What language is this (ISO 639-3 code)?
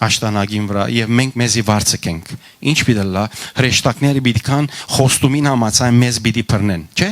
hyw